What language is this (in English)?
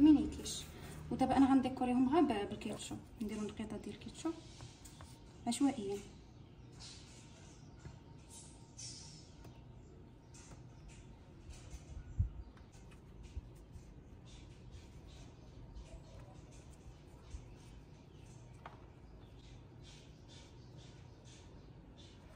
Moroccan Arabic